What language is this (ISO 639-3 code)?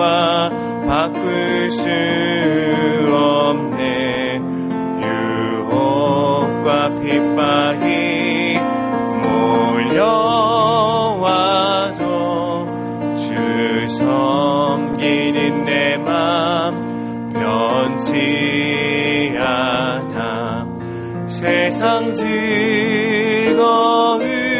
kor